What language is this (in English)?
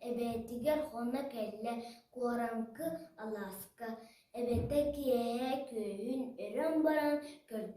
Yakut